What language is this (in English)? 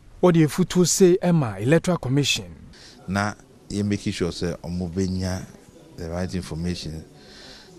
Akan